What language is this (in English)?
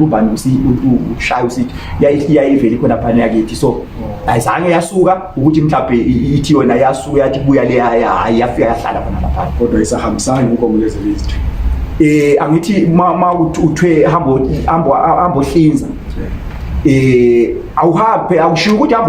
Zulu